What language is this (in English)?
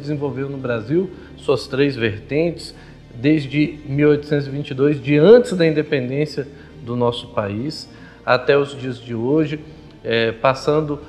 Portuguese